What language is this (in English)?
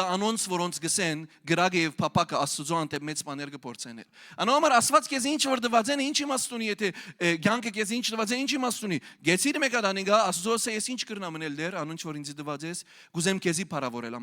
Western Armenian